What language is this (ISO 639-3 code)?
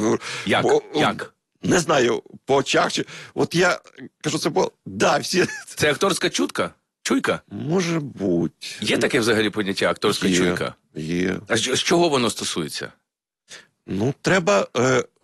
ukr